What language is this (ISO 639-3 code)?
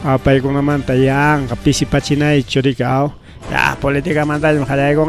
quy